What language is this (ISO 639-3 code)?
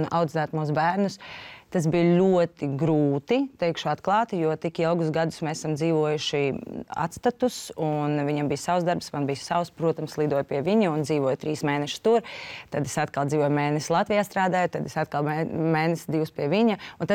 lav